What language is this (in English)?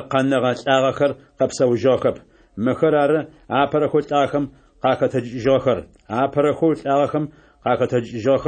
Adyghe